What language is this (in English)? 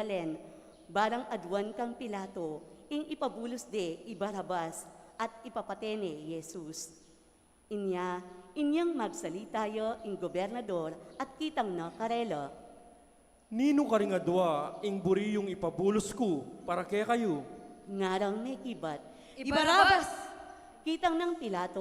Pampanga